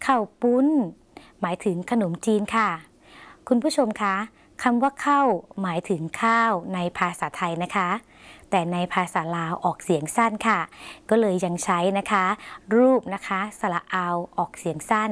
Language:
Thai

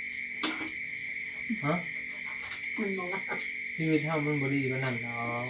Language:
Northeastern Thai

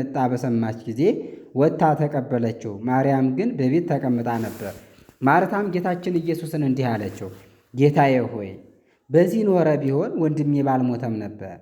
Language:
Amharic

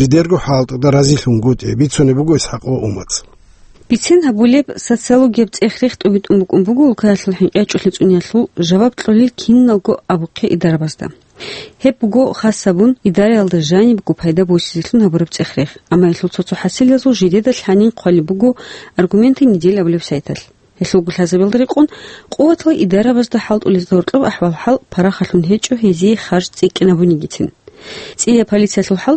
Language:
Avaric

